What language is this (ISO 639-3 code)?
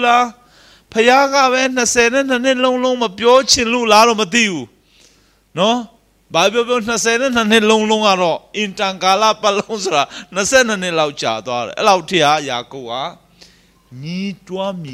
mya